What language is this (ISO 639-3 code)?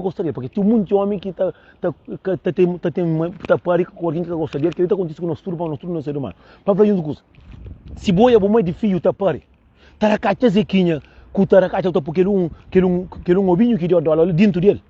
kea